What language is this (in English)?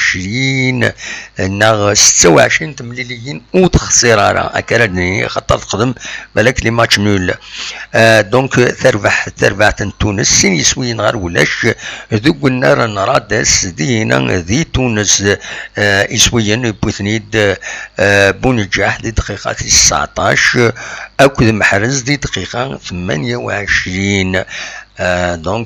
Kabyle